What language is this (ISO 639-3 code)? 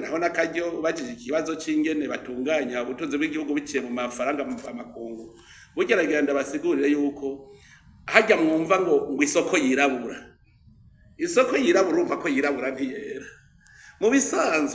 run